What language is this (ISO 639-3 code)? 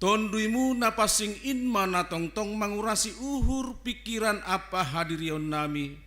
bts